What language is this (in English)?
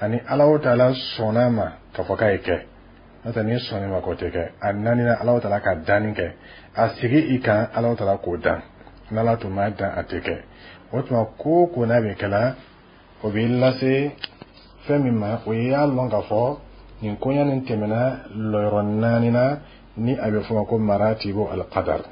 Bambara